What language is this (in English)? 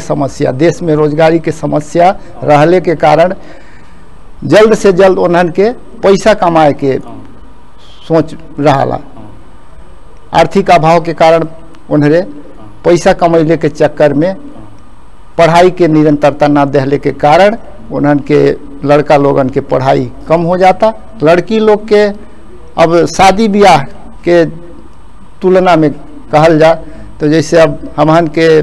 Bhojpuri